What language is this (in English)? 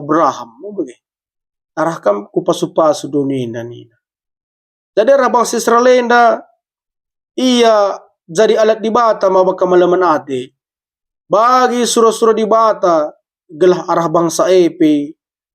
Batak Karo